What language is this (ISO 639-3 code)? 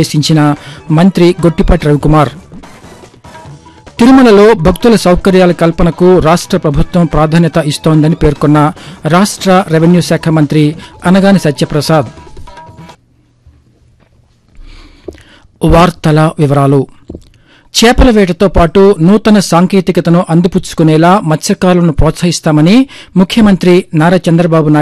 tel